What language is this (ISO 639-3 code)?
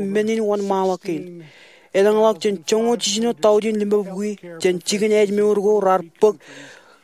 mah